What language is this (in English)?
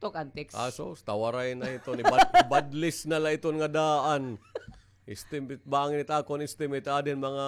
Waray